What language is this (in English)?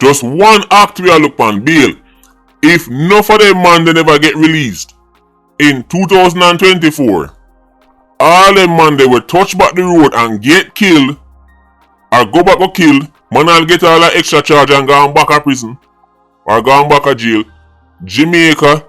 Jamaican Creole English